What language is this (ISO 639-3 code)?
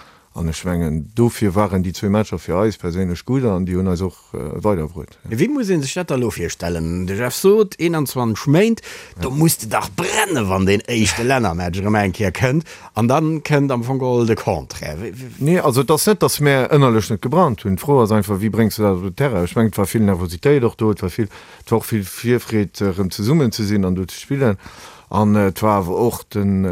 ltz